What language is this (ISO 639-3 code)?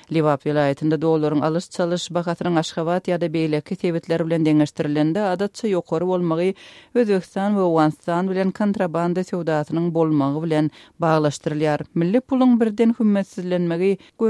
tuk